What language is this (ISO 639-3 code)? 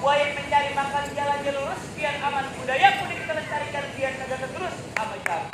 bew